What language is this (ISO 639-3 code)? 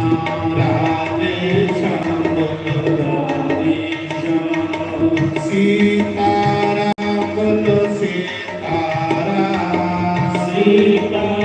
doi